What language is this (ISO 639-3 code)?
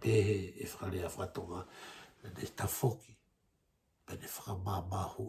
ton